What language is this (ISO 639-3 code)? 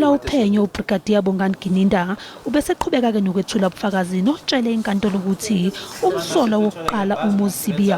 zul